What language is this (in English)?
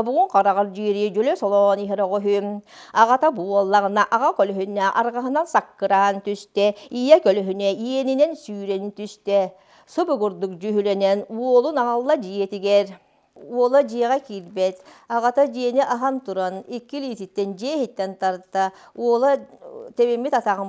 Yakut